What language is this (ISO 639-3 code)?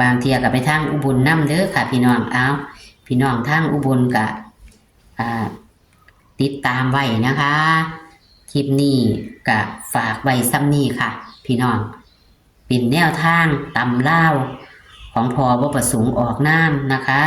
tts